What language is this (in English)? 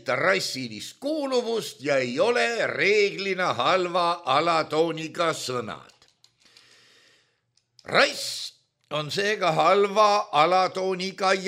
Estonian